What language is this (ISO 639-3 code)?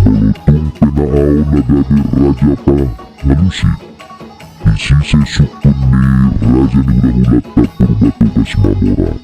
bbc